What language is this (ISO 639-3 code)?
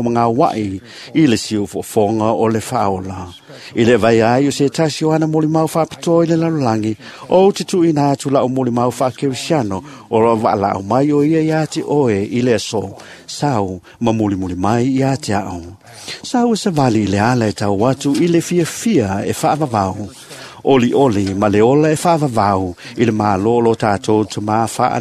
smo